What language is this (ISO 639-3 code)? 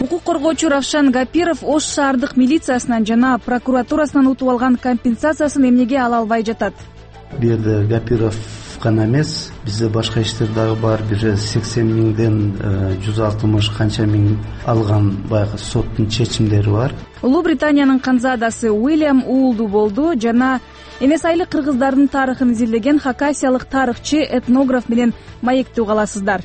kir